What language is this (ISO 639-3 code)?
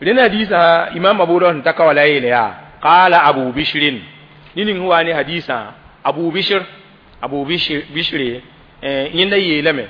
mos